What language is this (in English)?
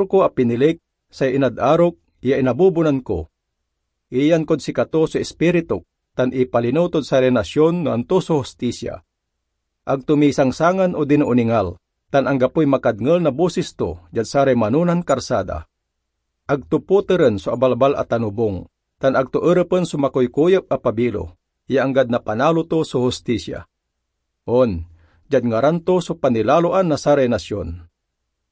Pangasinan